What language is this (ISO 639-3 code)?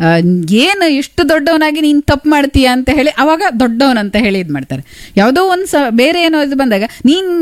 kan